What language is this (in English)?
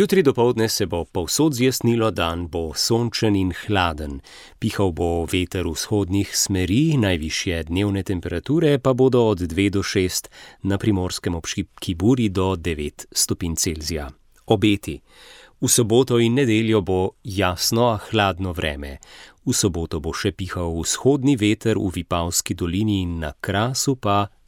Slovenian